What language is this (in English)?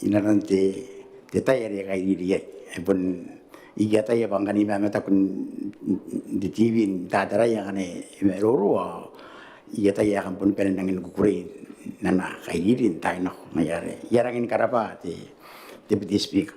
Gilbertese